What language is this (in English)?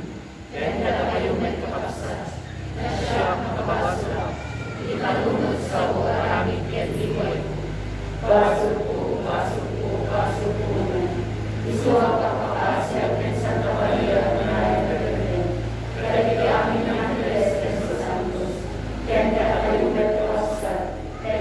Iloko